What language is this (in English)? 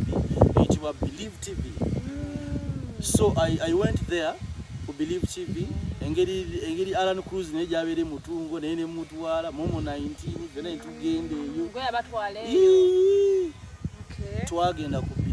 Ganda